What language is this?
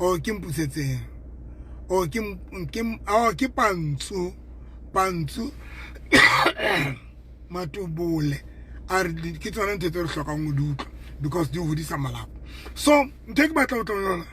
Southern Sotho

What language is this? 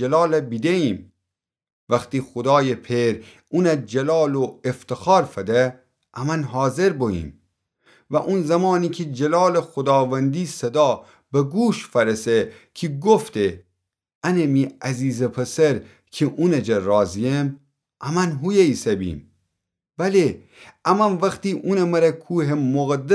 Gilaki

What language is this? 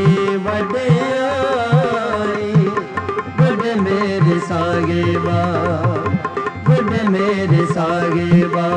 Punjabi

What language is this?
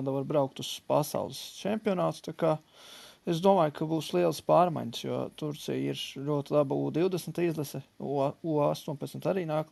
Latvian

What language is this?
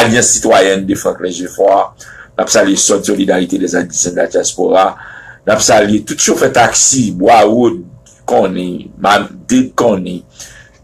Haitian Creole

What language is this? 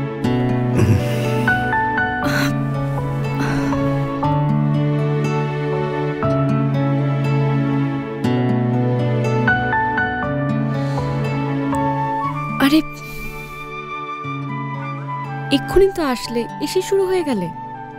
Bangla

